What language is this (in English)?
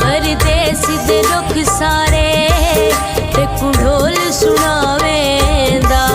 Pahari-Potwari